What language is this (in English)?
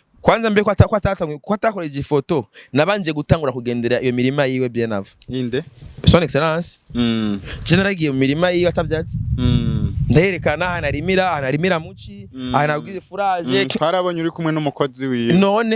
Rundi